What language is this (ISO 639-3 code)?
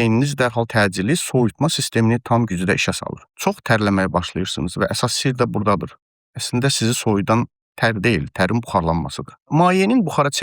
aze